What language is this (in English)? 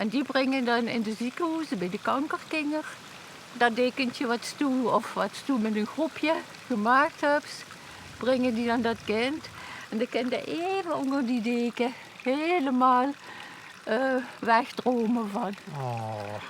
Limburgish